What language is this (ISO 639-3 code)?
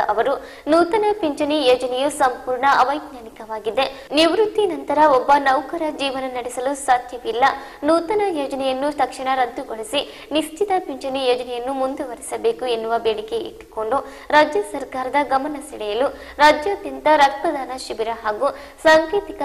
kan